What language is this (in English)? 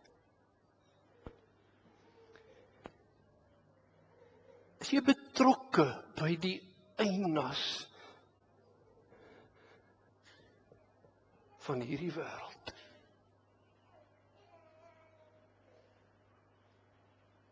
Afrikaans